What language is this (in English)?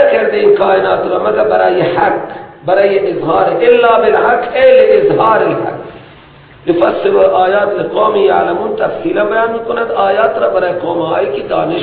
Persian